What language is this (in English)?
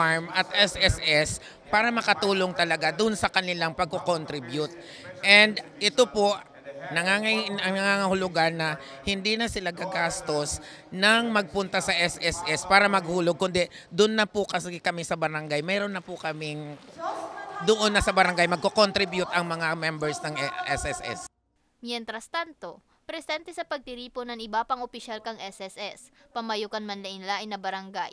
Bikol